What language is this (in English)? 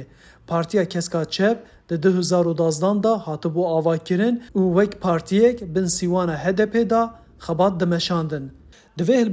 Kurdish